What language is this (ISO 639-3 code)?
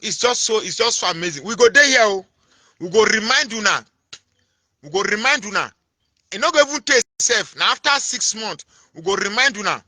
pcm